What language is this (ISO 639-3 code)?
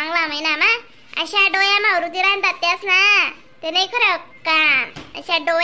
khn